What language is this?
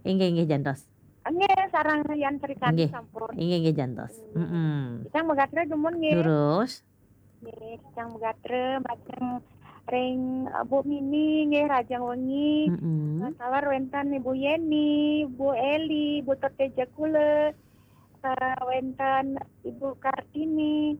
Balinese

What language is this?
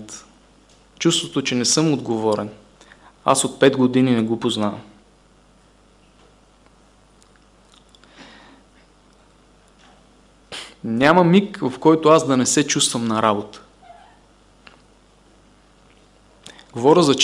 Bulgarian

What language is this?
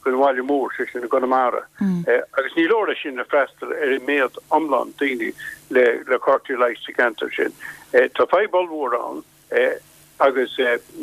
Irish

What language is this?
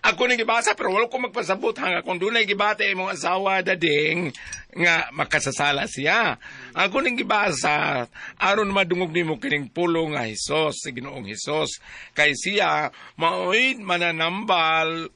Cebuano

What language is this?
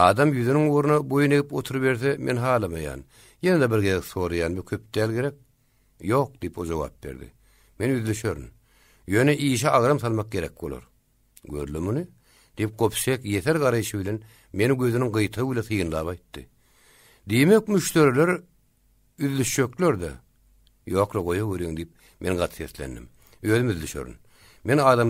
Turkmen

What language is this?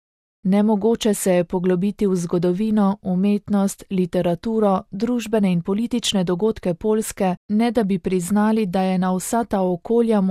Slovenian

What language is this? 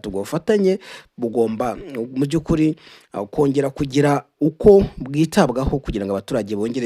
Kinyarwanda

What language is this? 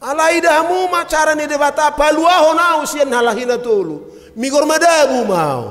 Batak Toba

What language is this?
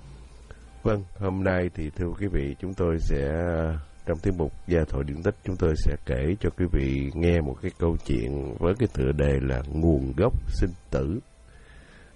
Vietnamese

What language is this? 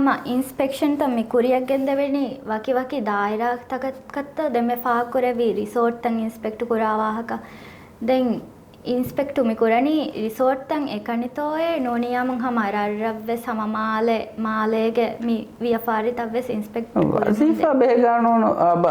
Divehi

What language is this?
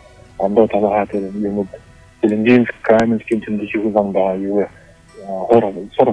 Buriat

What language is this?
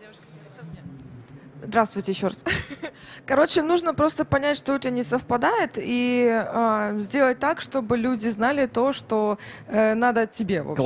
Russian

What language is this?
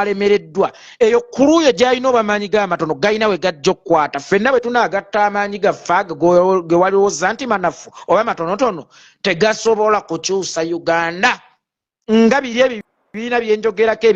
Ganda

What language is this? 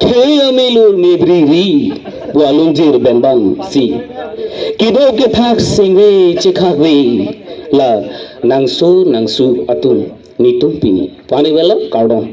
Karbi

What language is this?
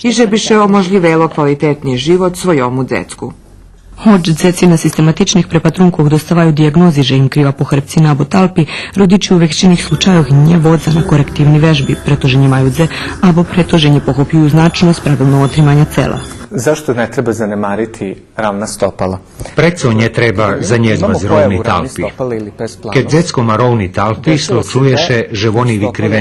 Rusyn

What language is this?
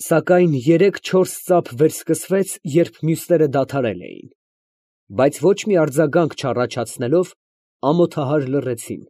Armenian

